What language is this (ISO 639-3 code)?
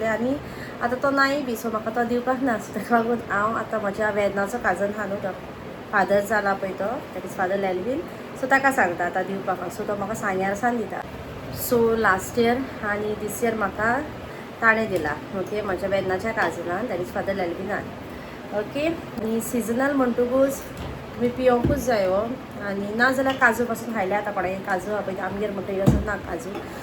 kok